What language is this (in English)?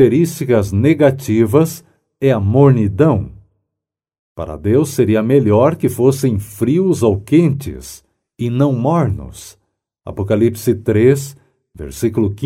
Portuguese